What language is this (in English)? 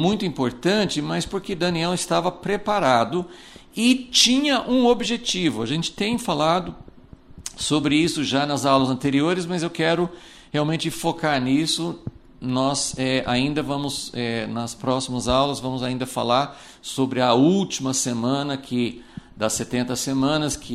Portuguese